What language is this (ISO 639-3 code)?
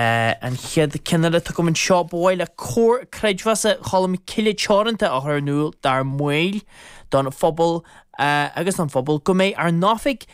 gle